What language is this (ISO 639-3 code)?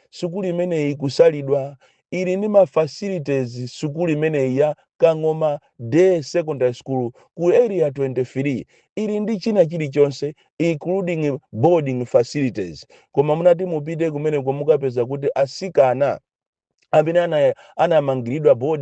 nya